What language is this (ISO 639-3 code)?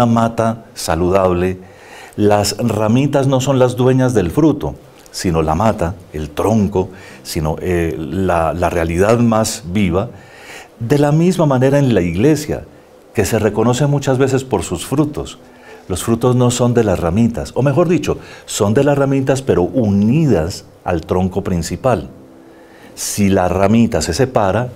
spa